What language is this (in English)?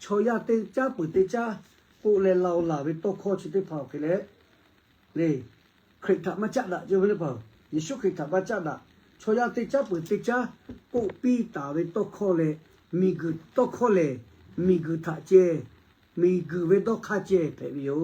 Lahu